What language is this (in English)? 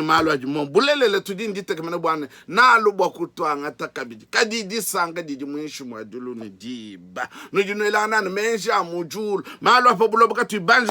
Luba-Lulua